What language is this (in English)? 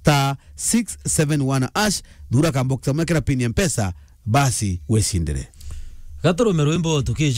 Meru